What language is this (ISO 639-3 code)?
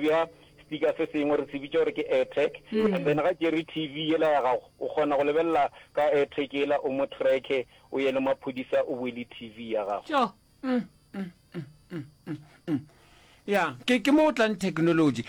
nso